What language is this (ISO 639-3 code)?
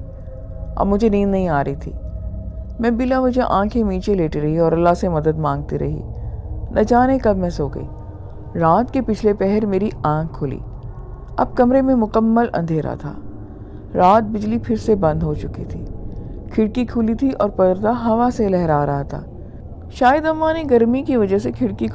urd